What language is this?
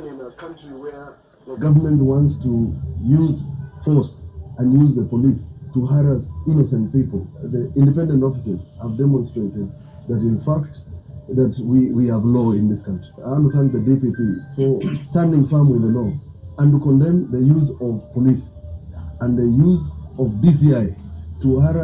Kamba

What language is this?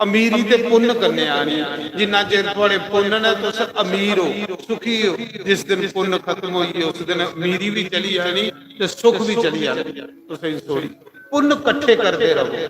Dogri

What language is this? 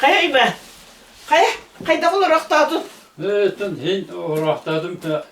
Yakut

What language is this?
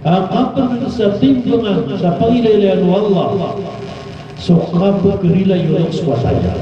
Maranao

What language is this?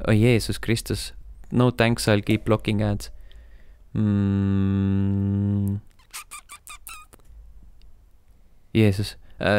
Estonian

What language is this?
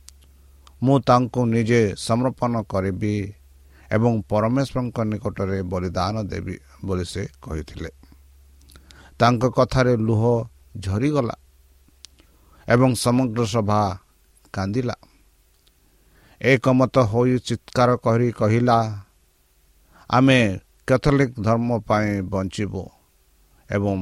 Odia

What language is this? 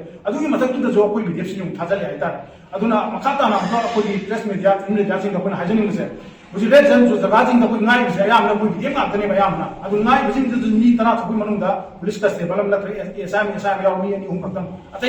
Manipuri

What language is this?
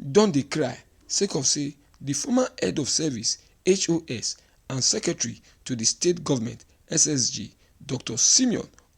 Nigerian Pidgin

